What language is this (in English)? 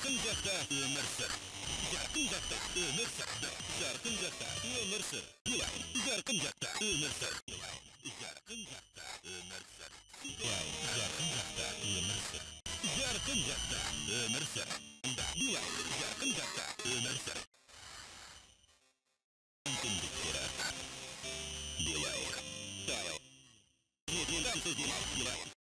Kazakh